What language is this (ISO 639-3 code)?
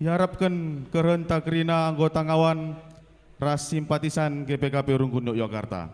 btx